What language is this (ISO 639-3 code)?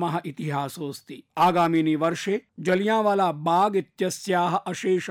san